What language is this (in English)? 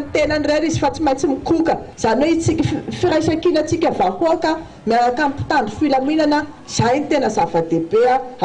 Malagasy